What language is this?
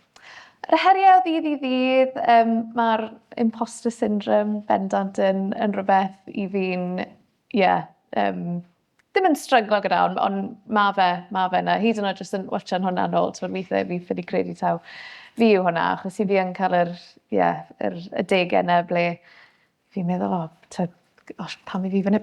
Welsh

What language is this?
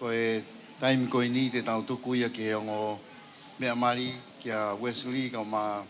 Tongan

